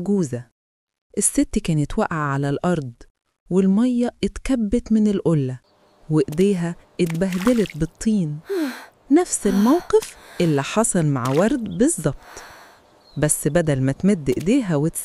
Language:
Egyptian Arabic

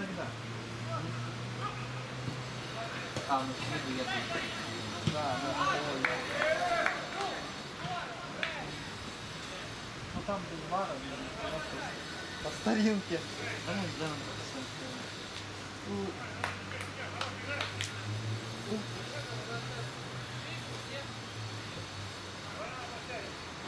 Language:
Russian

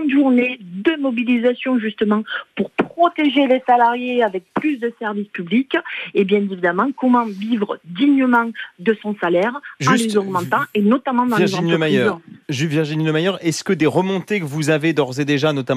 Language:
French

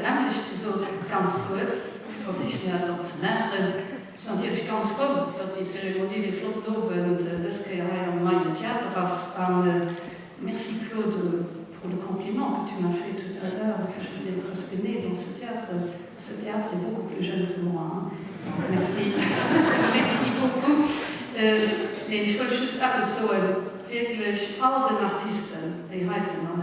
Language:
Luxembourgish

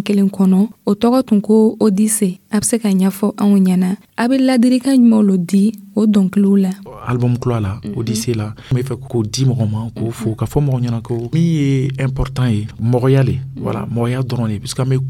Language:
Dyula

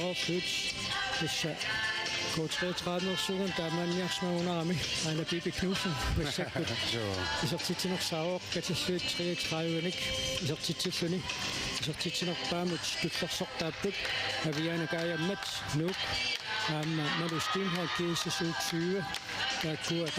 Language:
Kalaallisut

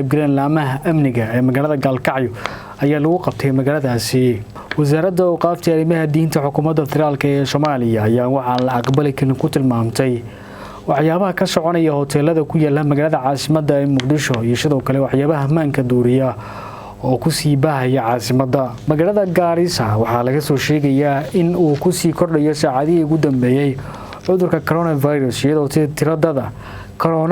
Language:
Somali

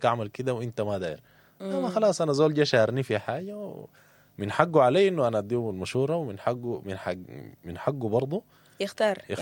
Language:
Sudanese Arabic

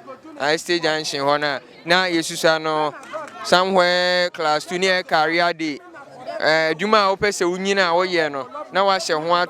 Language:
Akan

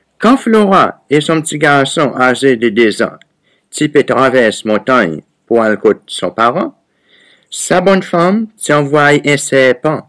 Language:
Seselwa Creole French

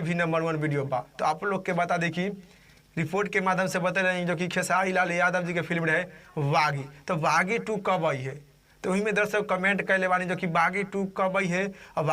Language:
Bhojpuri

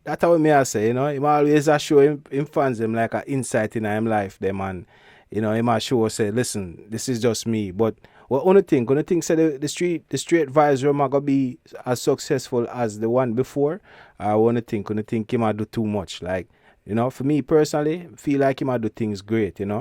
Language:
Jamaican Creole English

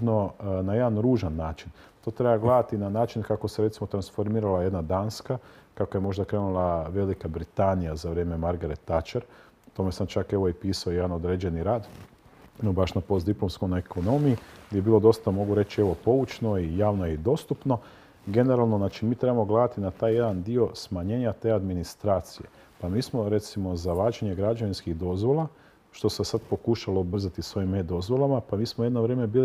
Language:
Croatian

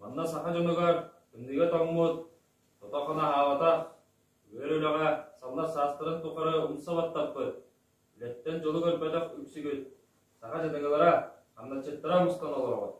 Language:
Yakut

